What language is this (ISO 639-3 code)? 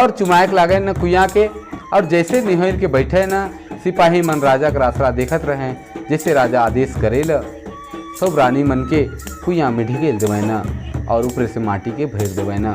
sck